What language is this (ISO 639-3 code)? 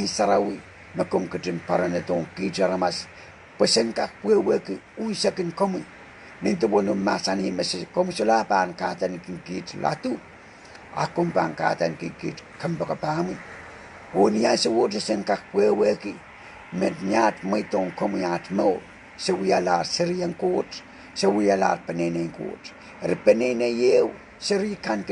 pon